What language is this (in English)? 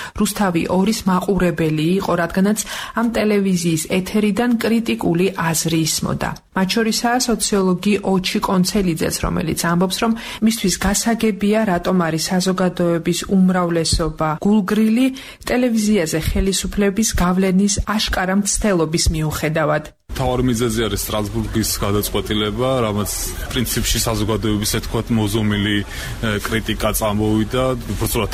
Georgian